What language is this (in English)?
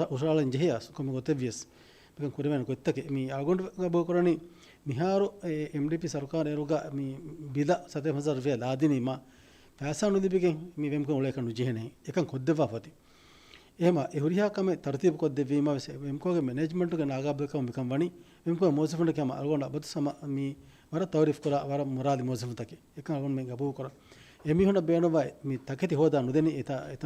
Divehi